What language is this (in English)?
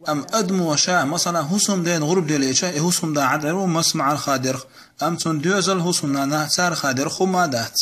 Chechen